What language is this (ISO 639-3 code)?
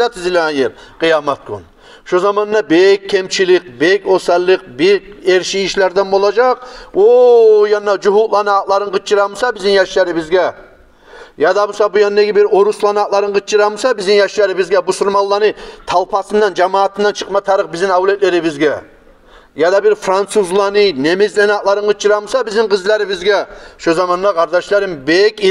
kum